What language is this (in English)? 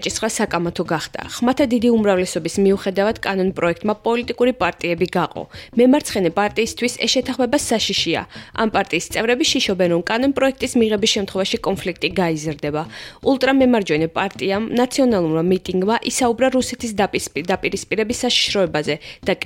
Georgian